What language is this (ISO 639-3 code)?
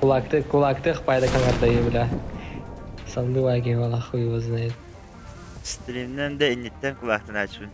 sah